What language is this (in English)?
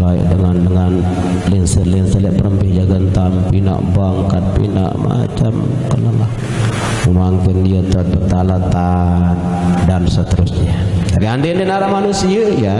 Sasak